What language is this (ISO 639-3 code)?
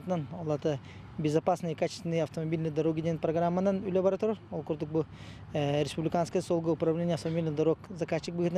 sah